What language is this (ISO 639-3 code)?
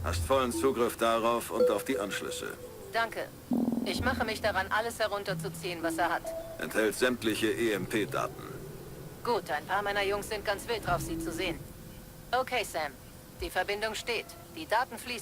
bar